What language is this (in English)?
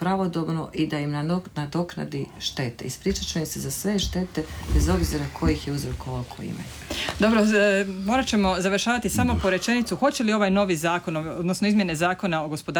Croatian